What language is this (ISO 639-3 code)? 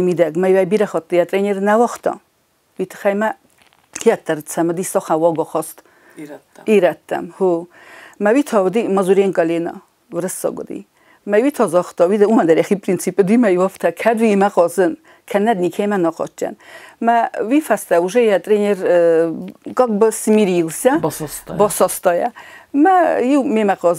oss